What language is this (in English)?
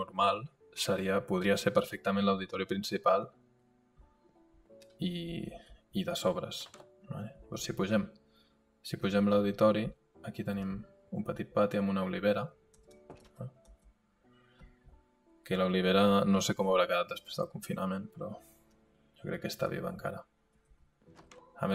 Catalan